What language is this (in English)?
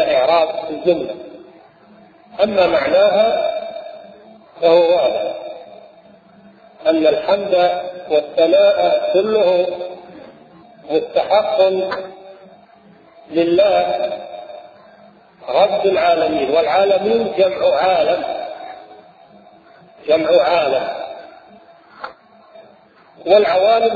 Arabic